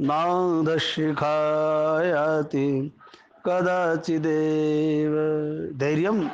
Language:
Sanskrit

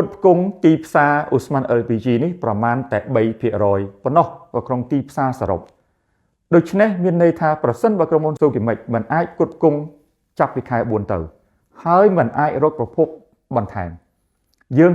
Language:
Khmer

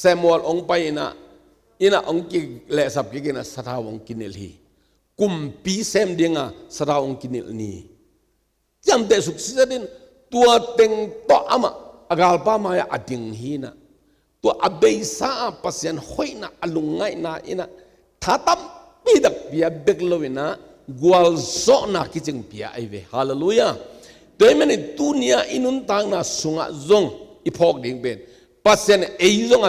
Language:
Tedim Chin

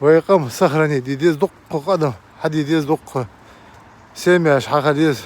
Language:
Ingush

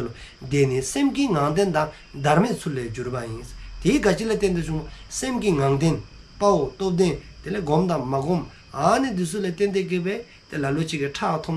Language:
Dzongkha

